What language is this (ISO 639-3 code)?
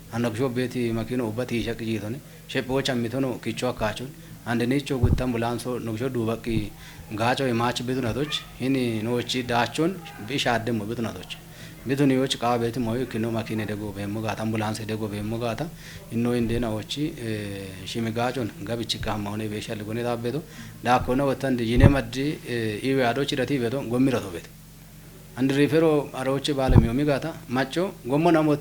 kbr